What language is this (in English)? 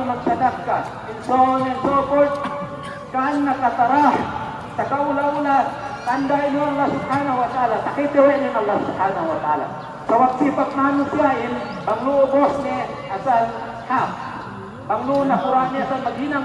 Yakan